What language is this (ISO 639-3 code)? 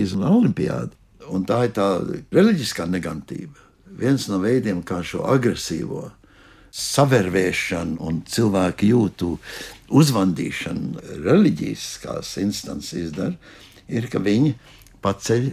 lav